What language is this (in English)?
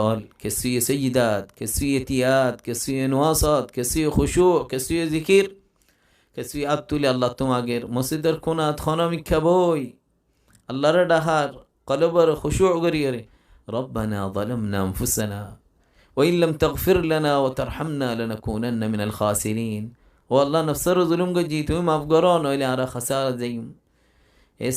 Rohingya